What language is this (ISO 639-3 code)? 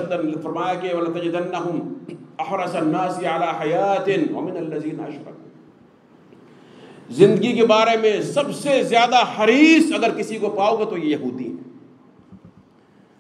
urd